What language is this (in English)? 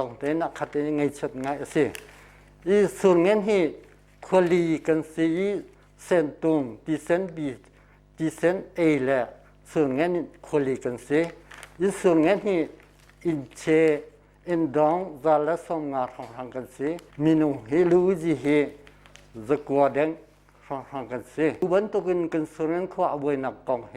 Hakha Chin